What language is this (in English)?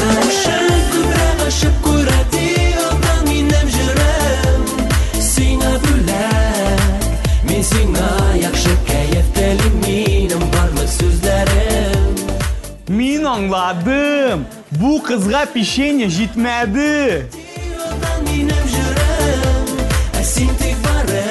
Tatar